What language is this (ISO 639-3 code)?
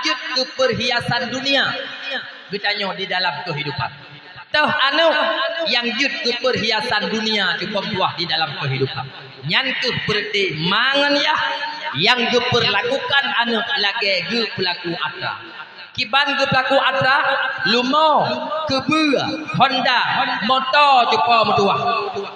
ace